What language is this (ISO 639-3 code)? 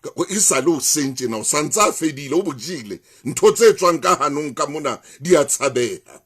sot